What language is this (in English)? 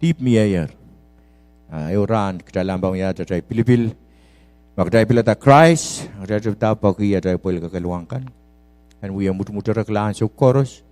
Pohnpeian